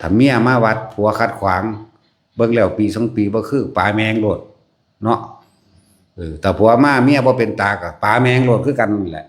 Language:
Northeastern Thai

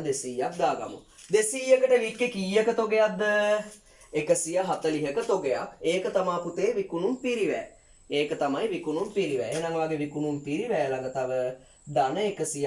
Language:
Sinhala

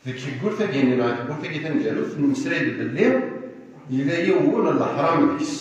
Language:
Kabyle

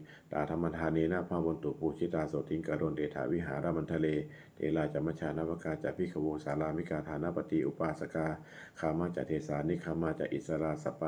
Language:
Pali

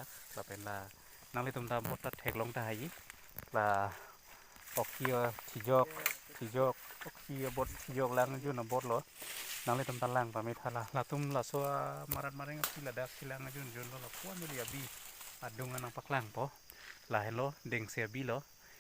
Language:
Karbi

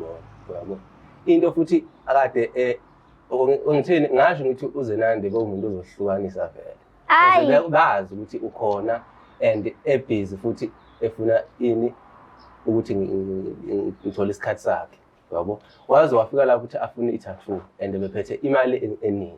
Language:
Zulu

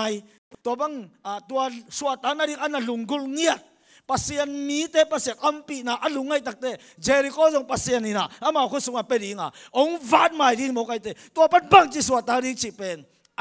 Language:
Tedim Chin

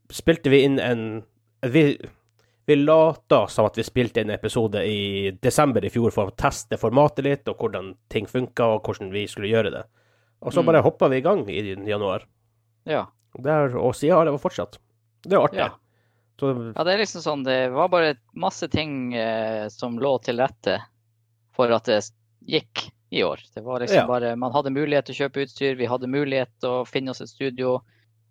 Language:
Norwegian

